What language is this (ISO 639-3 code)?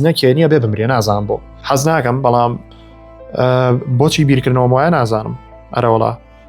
ckb